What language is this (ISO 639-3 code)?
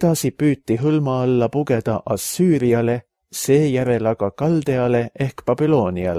est